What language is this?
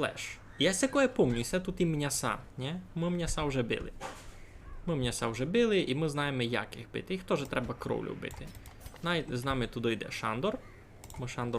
Rusyn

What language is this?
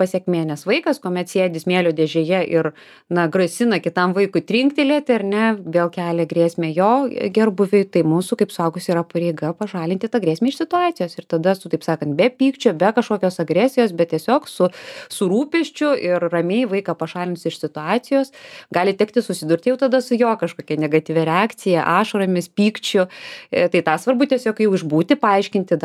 Lithuanian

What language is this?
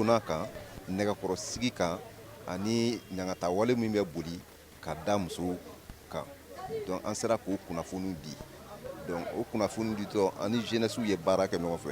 Bambara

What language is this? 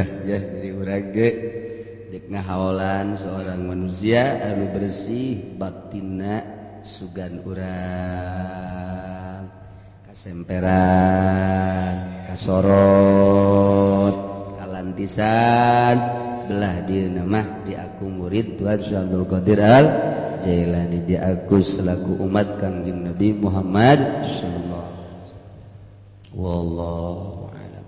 Sundanese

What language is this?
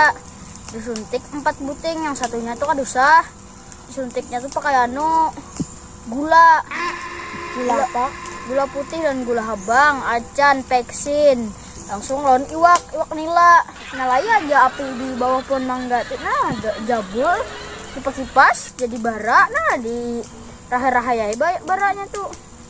Banjar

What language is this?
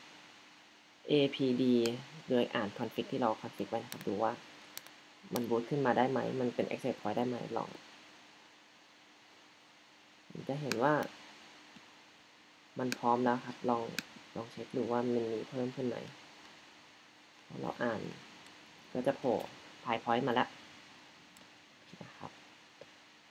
Thai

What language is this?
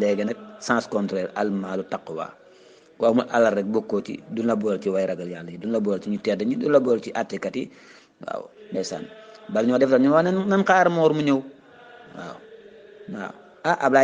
Wolof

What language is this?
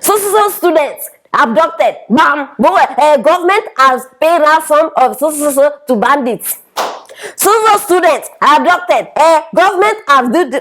Nigerian Pidgin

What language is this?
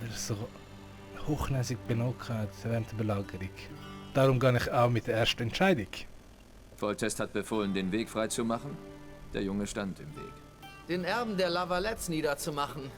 Swiss German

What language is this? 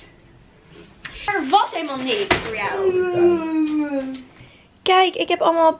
Dutch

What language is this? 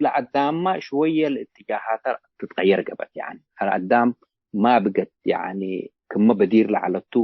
Tigre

